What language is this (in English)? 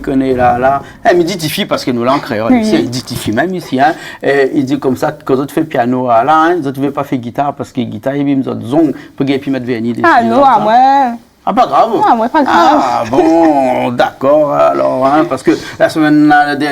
Réunion Creole French